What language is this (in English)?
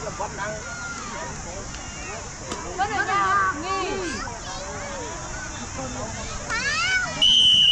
Vietnamese